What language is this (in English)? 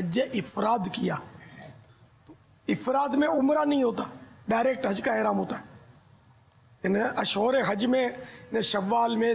Urdu